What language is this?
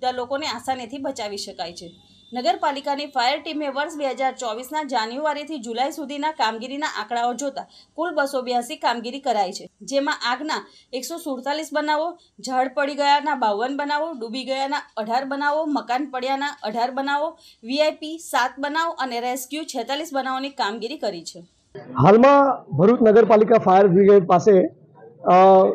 Gujarati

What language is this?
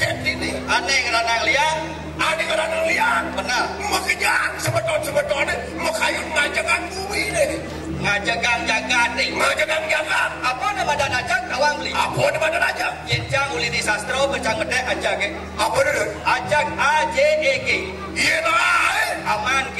Balinese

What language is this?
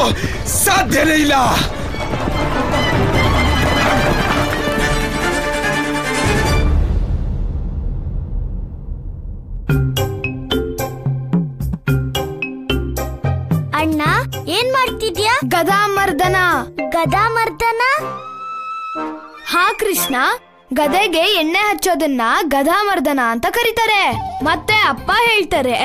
Kannada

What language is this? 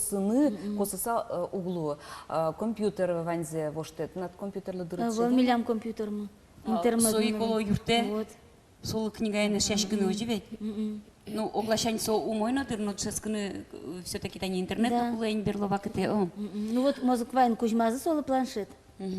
Udmurt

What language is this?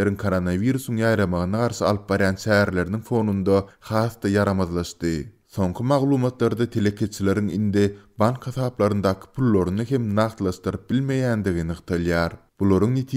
Turkmen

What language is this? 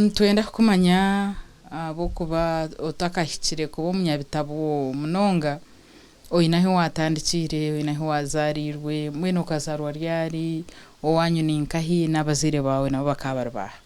Nyankole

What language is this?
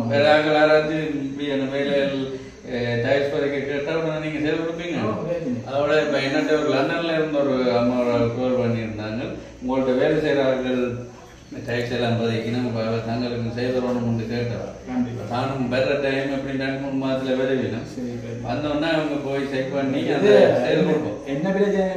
Tamil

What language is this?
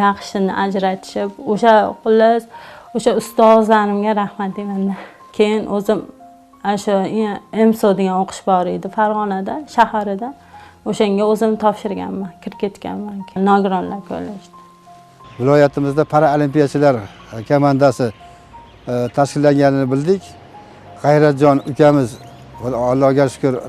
Uzbek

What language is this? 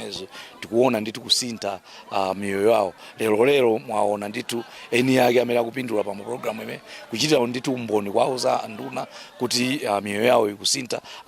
Nyanja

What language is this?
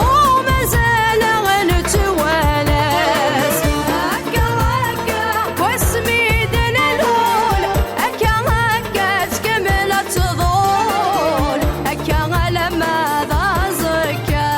Kabyle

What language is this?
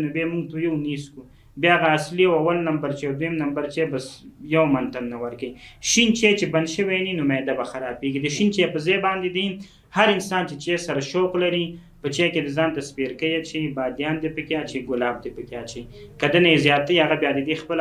Pashto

